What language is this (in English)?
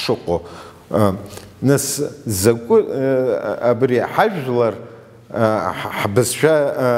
Abkhazian